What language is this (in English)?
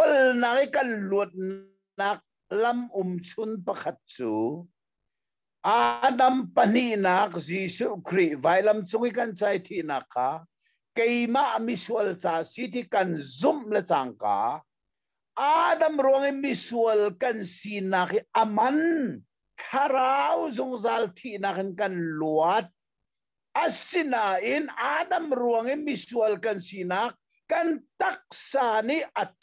Hakha Chin